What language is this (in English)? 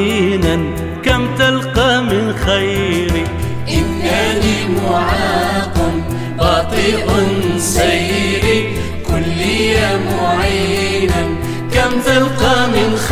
Algerian Arabic